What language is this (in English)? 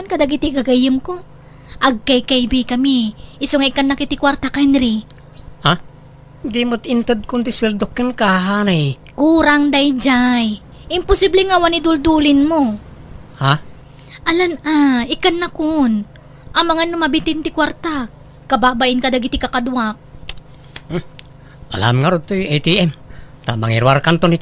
Iloko